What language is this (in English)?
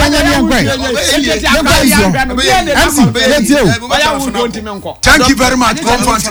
Akan